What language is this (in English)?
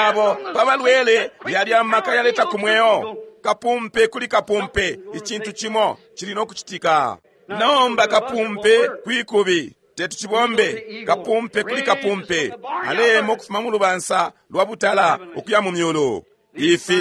Bemba